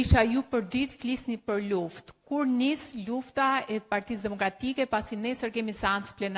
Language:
Albanian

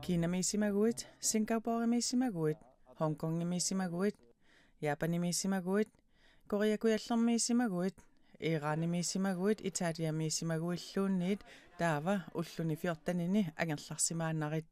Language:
Kalaallisut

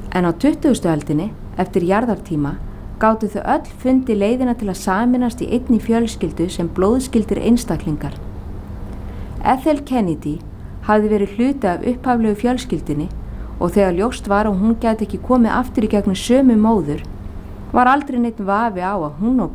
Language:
Icelandic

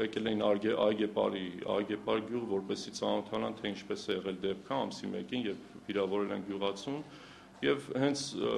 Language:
Armenian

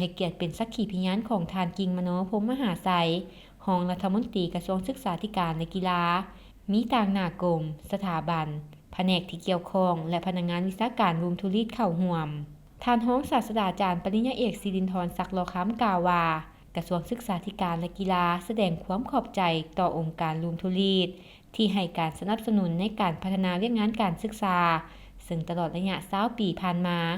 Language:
Lao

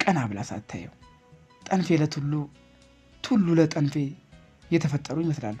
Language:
Amharic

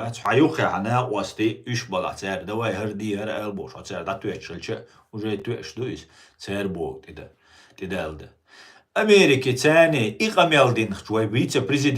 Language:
Chechen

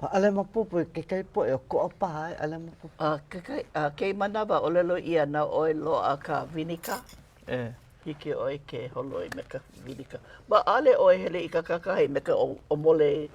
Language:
Hawaiian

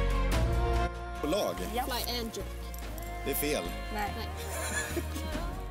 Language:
Swedish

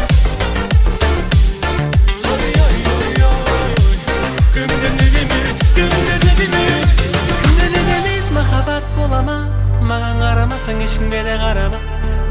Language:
Kazakh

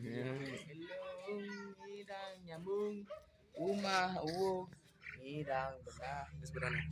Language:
Balinese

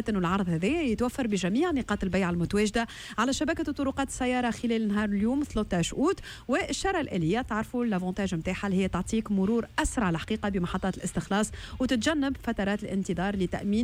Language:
Tunisian Arabic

